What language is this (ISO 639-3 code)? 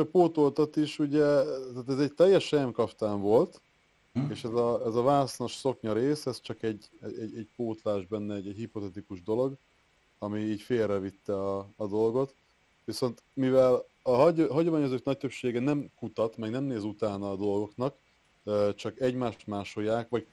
hun